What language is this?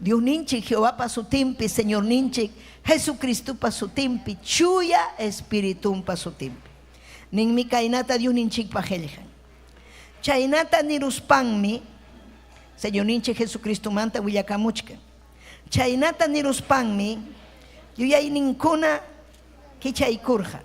Ayacucho Quechua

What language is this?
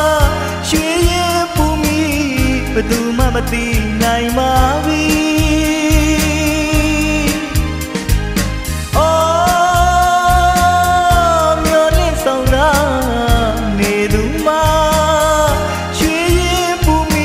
Burmese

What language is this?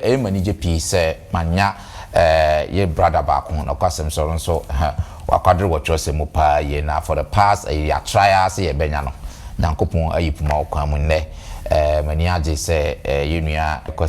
Akan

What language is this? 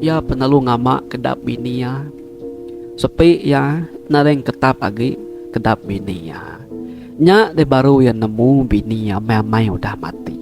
Iban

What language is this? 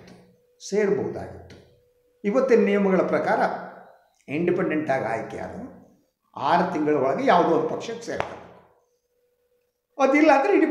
Kannada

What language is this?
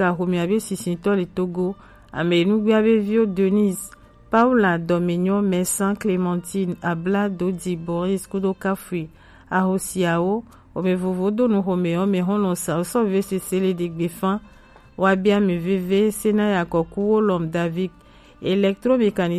Gen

